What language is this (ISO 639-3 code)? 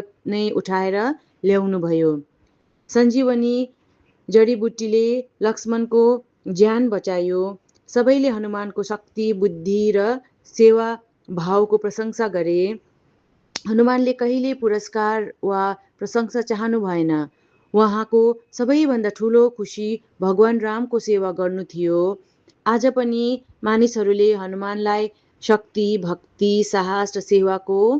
nep